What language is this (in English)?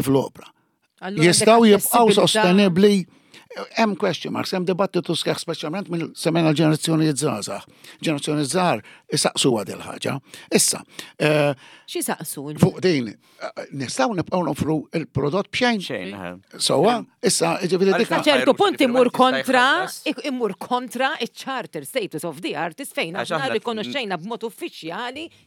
Maltese